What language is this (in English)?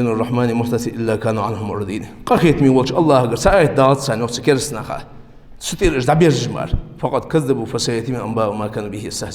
Ingush